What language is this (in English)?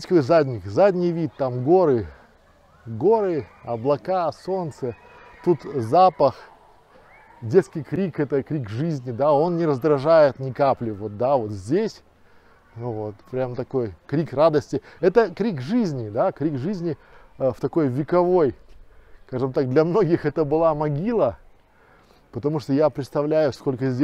Russian